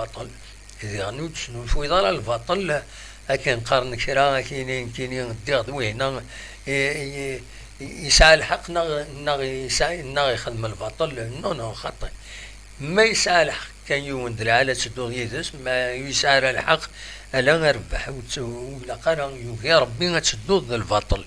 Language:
Kabyle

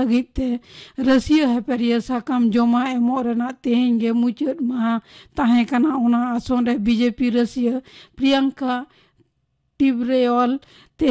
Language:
Santali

